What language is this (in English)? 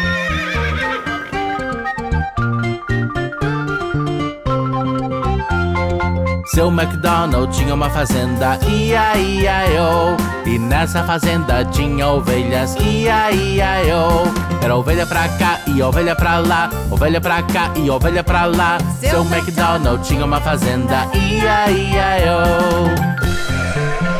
Portuguese